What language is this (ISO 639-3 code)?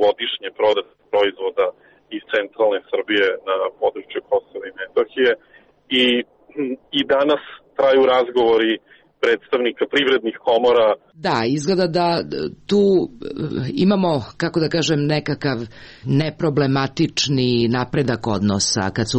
srp